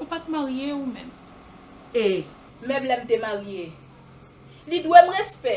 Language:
Haitian Creole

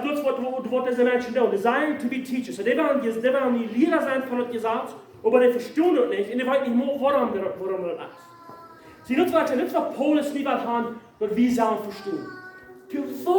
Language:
Plautdietsch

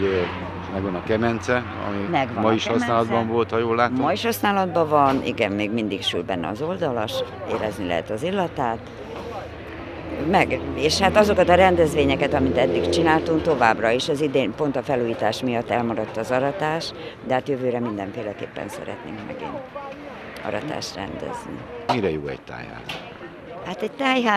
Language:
Hungarian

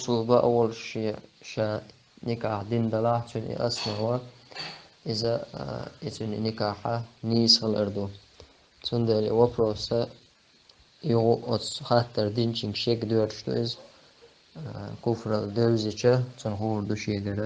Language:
Chechen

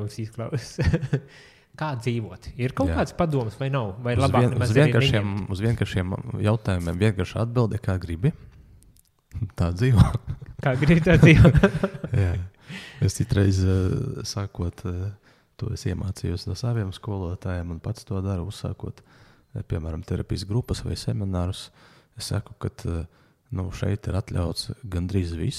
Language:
Latvian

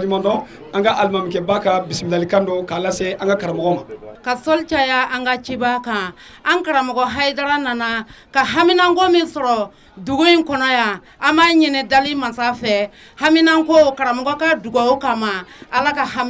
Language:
Bambara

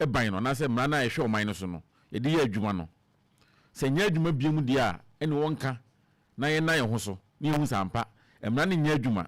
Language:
Akan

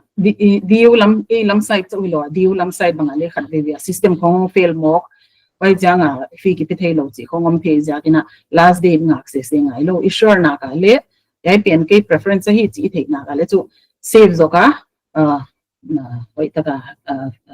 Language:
Paite Chin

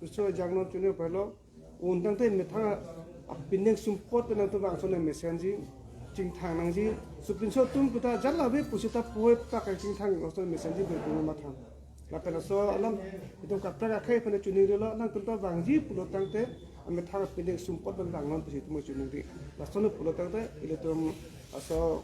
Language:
Karbi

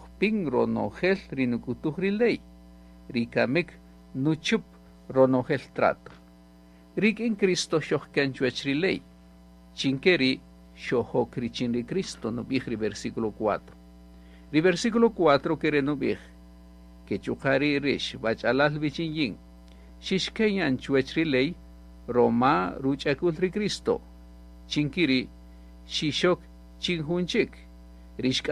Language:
Kaqchikel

